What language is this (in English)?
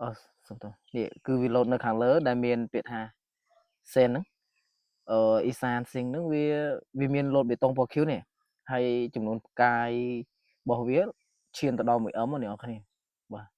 Khmer